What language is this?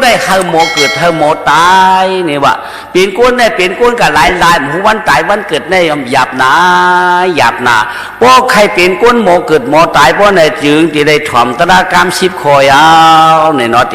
Shan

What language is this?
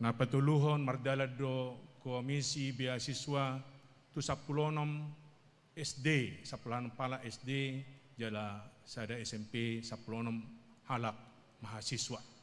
Batak Toba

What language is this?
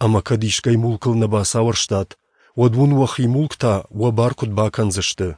Ossetic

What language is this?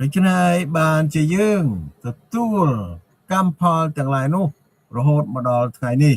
Khmer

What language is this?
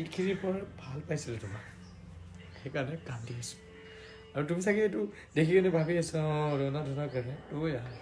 Assamese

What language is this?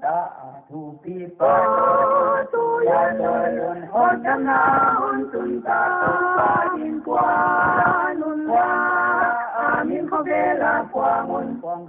Paite Chin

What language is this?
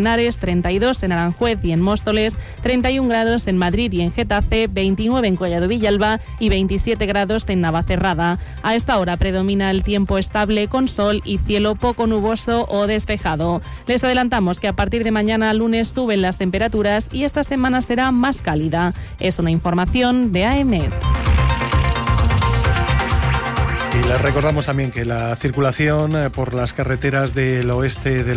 Spanish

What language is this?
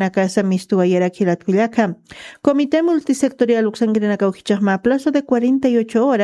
Aymara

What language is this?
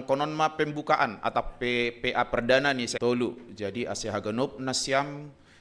Batak Simalungun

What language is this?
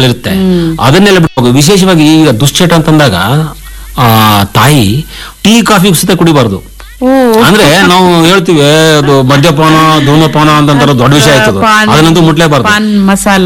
Kannada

